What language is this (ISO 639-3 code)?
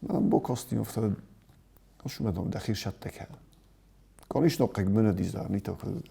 oss